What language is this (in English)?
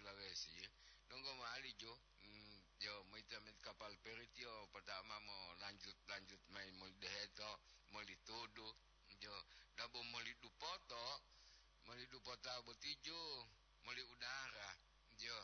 Gorontalo